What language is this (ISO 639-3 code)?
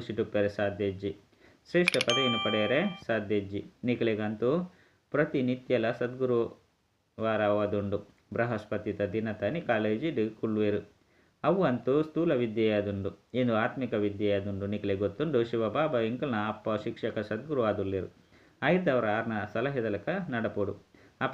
tcy